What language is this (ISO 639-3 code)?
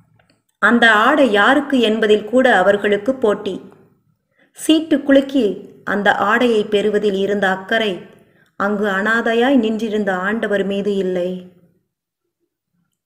tam